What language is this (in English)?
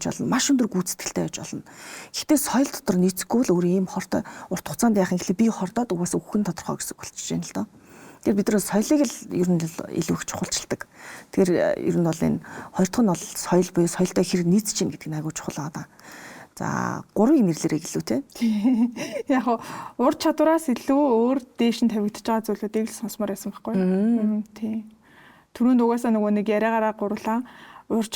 Mongolian